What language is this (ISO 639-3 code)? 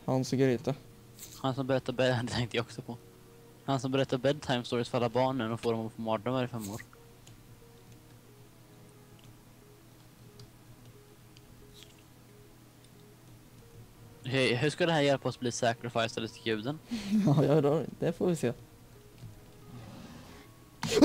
swe